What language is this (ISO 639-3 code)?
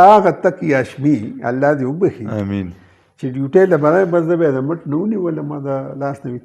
pus